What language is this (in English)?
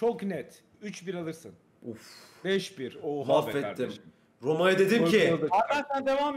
Turkish